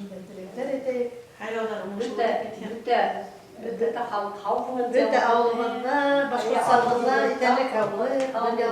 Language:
Bashkir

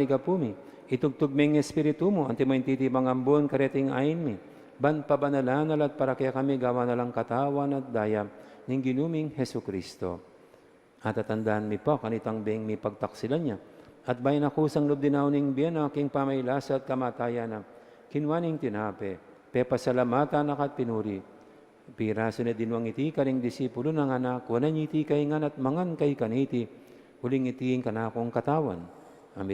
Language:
Pampanga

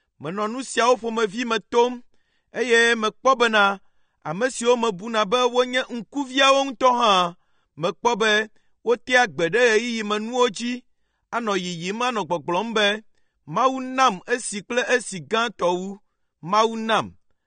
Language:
Ewe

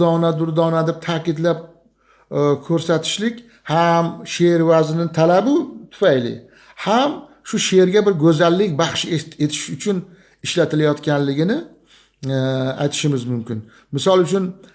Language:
Uzbek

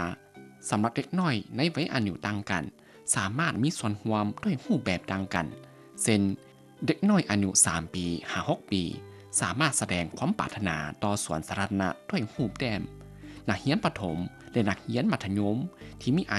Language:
Lao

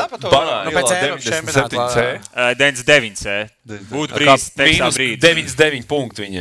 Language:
Latvian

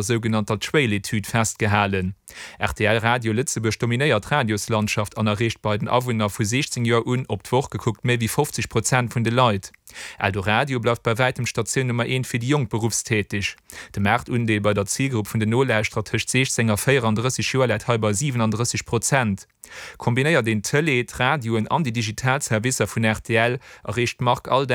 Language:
Luxembourgish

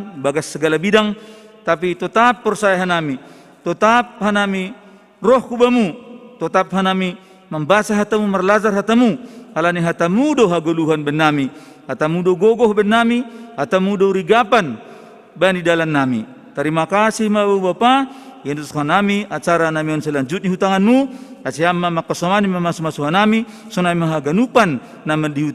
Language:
Batak Simalungun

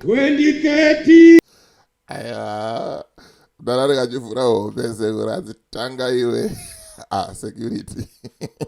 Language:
Shona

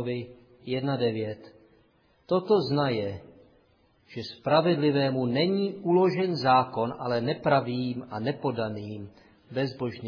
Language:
Czech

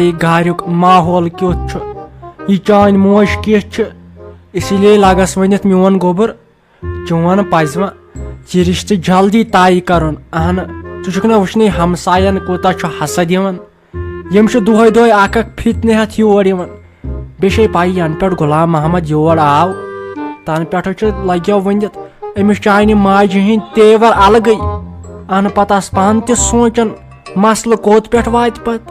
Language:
Kashmiri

